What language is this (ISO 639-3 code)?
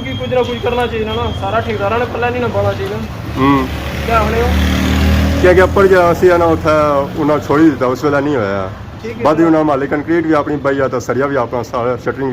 phr